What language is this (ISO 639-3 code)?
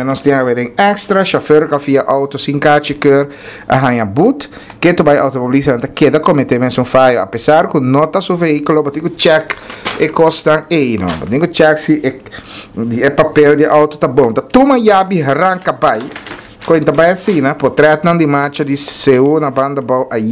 pap